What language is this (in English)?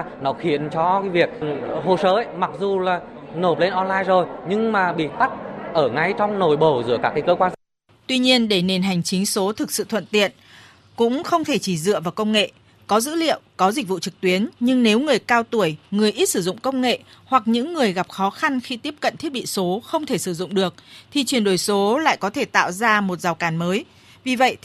Vietnamese